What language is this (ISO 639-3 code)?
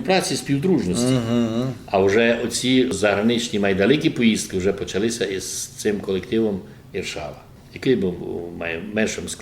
rue